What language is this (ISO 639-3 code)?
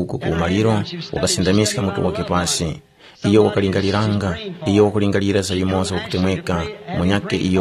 tum